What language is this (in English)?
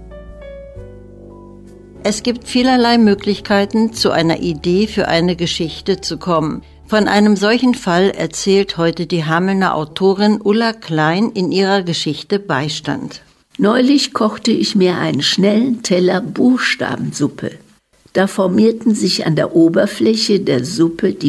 German